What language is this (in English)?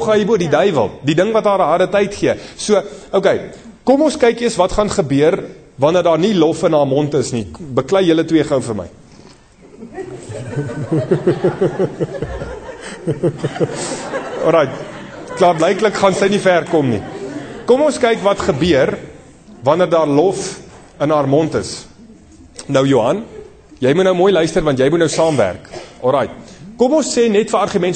Afrikaans